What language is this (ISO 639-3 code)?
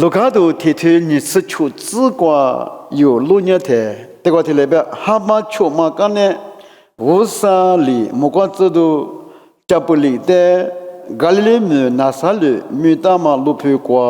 lis